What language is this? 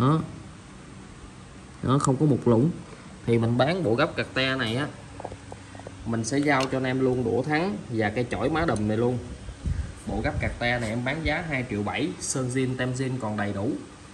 Vietnamese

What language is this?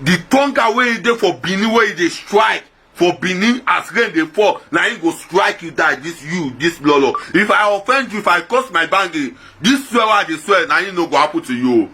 Nigerian Pidgin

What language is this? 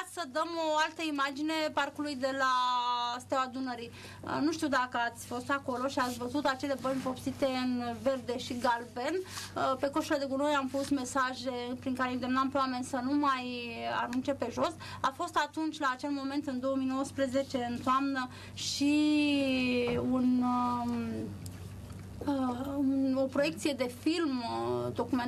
Romanian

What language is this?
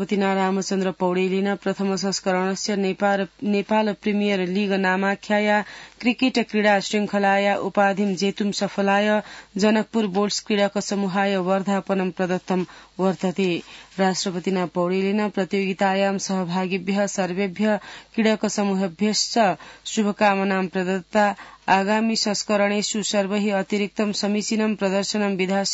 Sanskrit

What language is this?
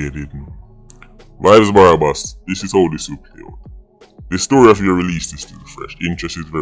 Jamaican Creole English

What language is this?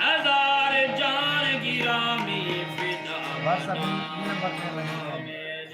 Saraiki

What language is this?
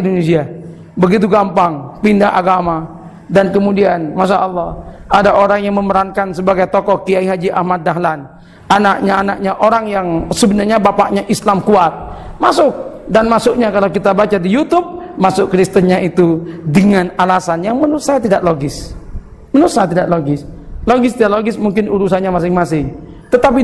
Indonesian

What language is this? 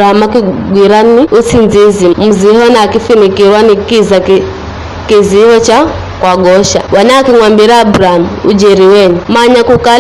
Giryama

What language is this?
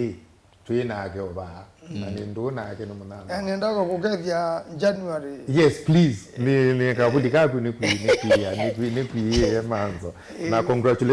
Kamba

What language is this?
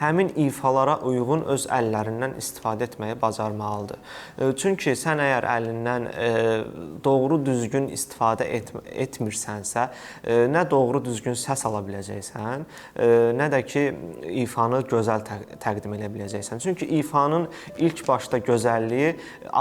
Azerbaijani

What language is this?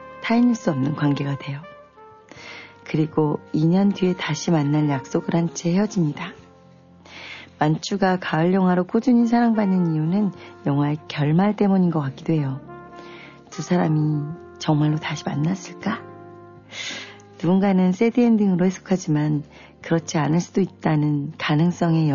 Korean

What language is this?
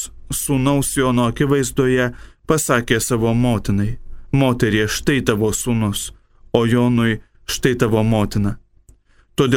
Lithuanian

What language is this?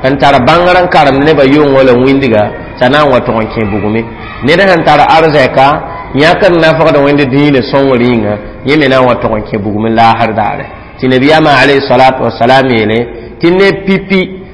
Mossi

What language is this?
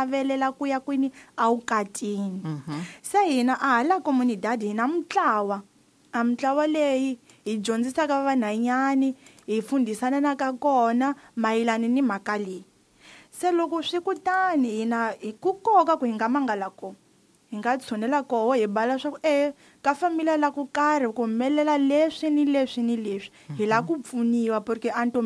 Tsonga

